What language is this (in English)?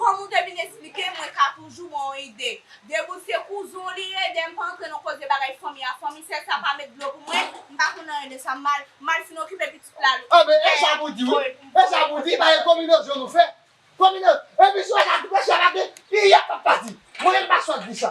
Haitian Creole